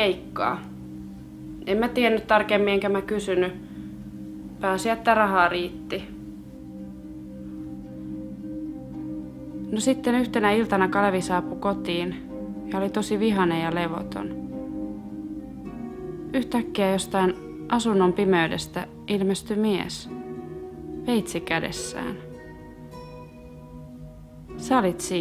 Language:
Finnish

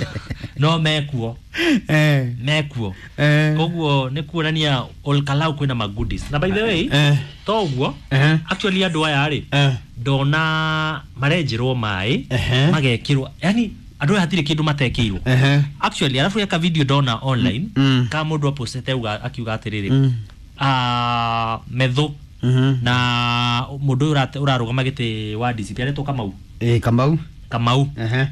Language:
Kikuyu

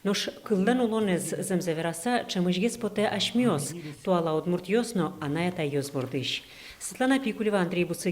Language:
Udmurt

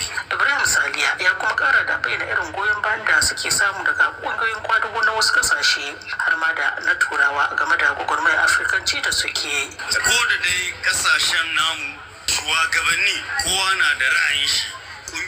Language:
Hausa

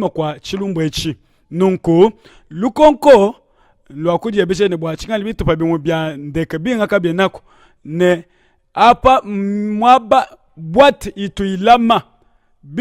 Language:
Luba-Lulua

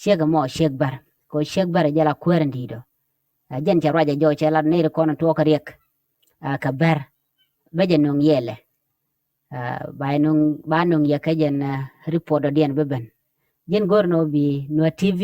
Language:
Nuer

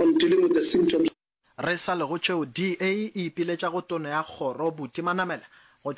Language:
Northern Sotho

